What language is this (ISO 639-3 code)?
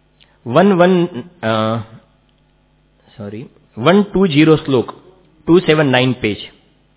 guj